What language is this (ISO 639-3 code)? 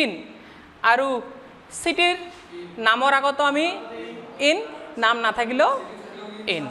asm